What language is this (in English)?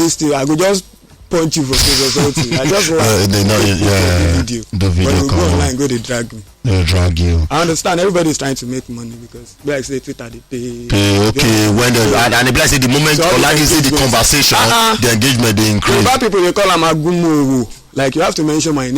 Nigerian Pidgin